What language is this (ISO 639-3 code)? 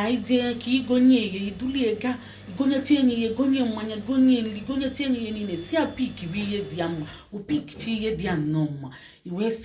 ibo